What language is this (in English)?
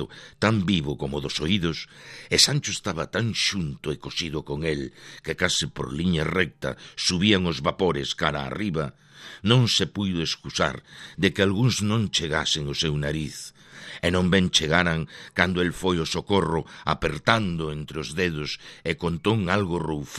Galician